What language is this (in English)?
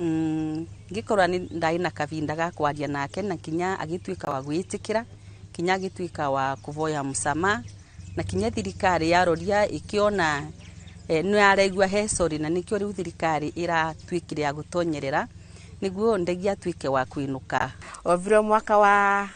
Kikuyu